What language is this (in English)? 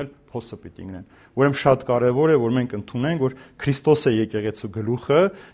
Armenian